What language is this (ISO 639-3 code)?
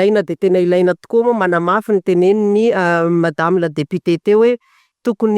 mlg